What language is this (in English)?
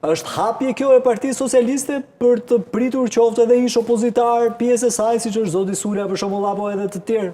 Albanian